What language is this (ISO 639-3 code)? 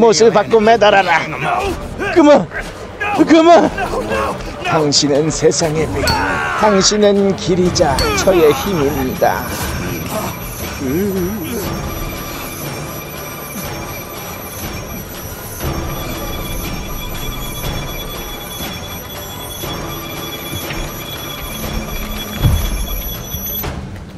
kor